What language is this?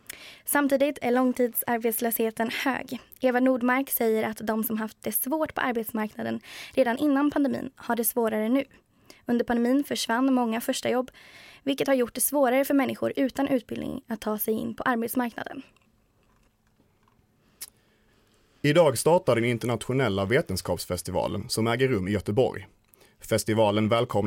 Swedish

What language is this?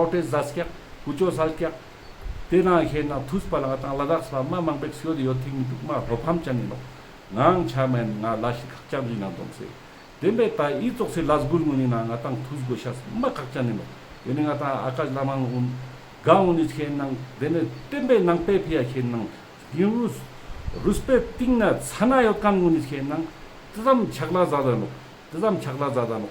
Ladakhi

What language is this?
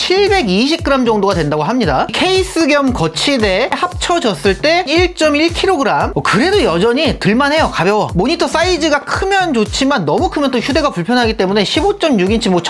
Korean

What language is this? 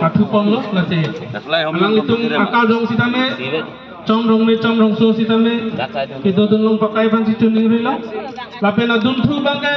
Karbi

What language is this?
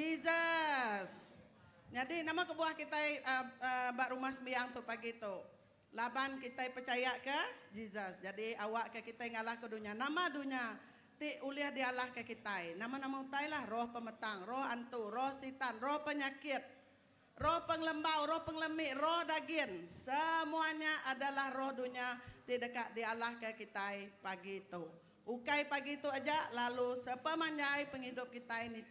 Iban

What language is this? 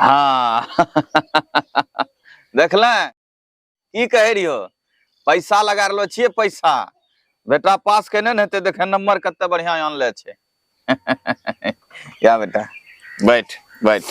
Angika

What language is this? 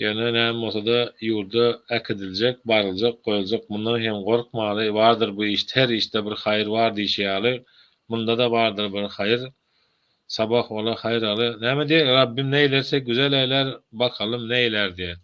Turkmen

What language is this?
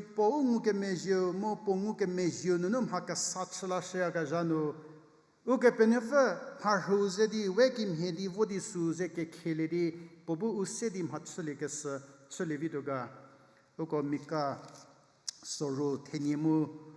Angami Naga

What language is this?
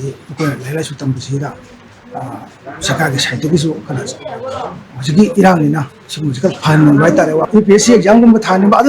Manipuri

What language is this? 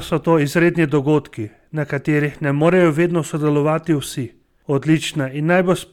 Slovenian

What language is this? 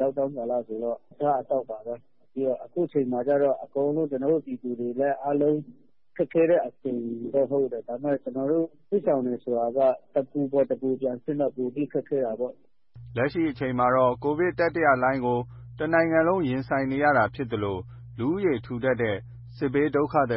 Burmese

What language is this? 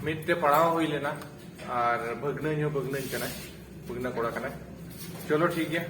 Santali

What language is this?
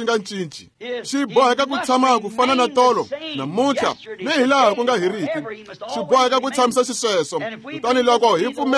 Tsonga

